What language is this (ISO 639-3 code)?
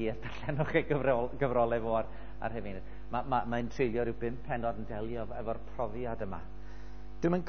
cym